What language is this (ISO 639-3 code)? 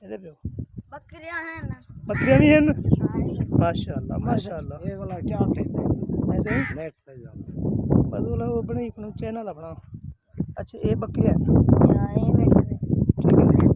skr